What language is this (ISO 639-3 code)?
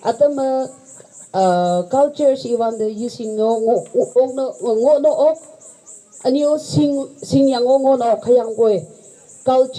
nag